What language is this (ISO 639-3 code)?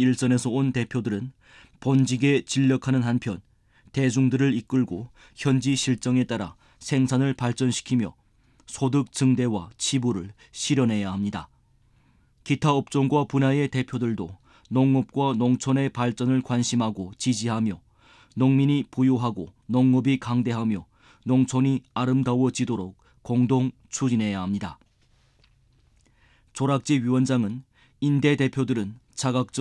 kor